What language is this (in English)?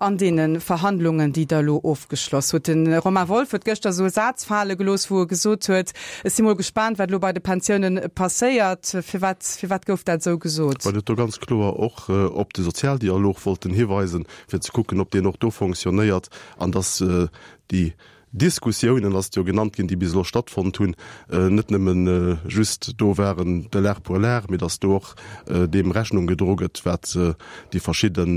Luxembourgish